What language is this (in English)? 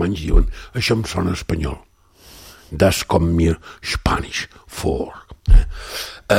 Catalan